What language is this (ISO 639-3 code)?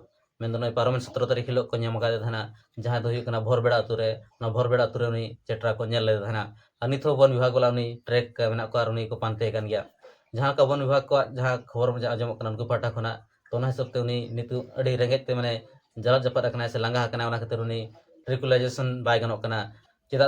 sat